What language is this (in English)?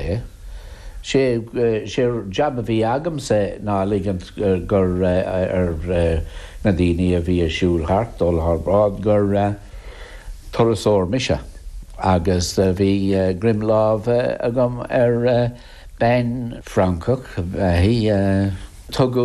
Irish